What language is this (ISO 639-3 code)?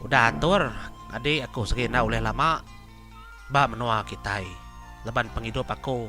iba